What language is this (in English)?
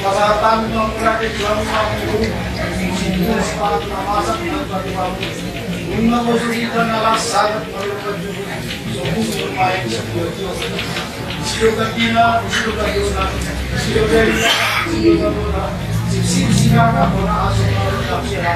Batak Toba